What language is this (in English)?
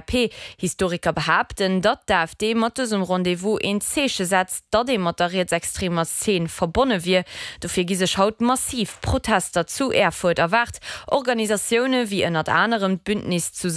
Luxembourgish